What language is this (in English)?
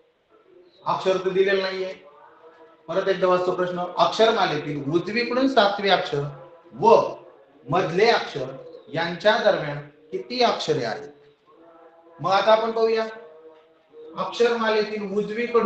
Marathi